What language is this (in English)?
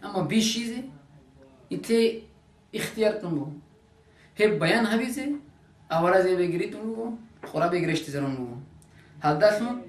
Avaric